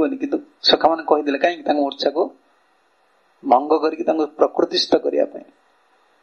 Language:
Odia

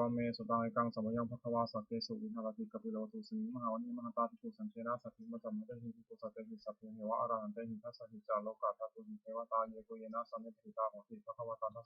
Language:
Pali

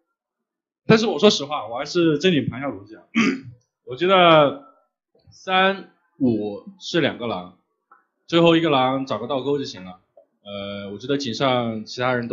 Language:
Chinese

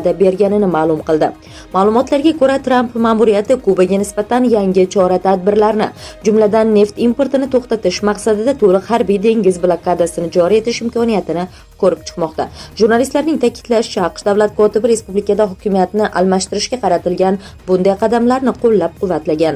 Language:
Uzbek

